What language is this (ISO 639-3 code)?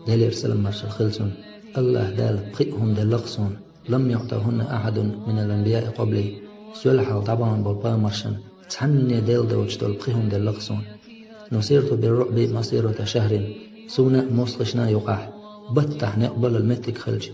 che